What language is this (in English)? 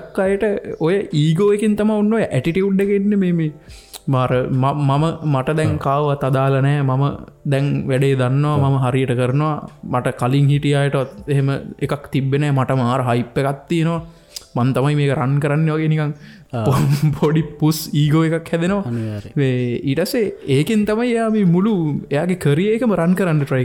Sinhala